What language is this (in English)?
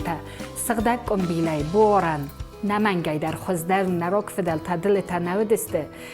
Ossetic